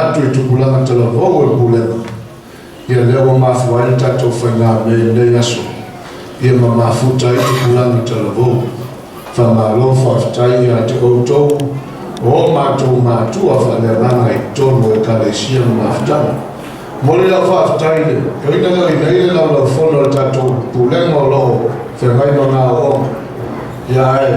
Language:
Samoan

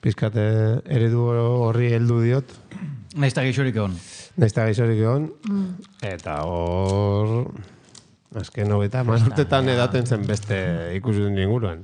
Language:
Basque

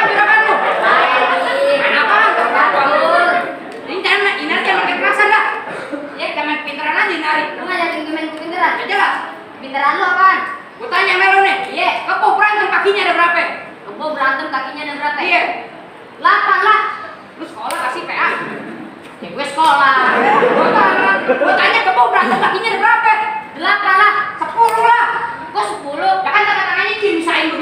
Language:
Betawi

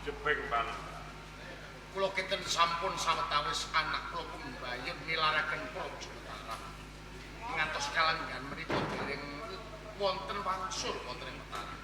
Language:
Javanese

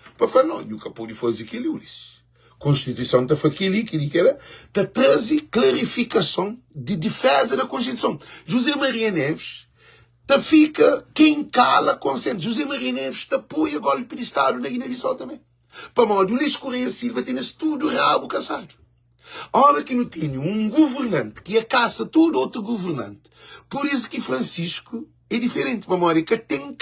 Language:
Kabuverdianu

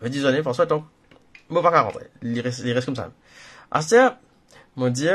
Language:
Morisyen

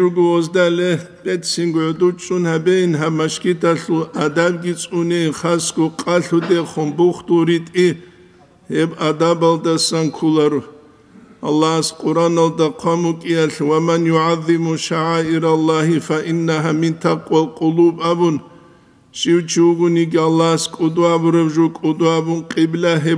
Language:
Avaric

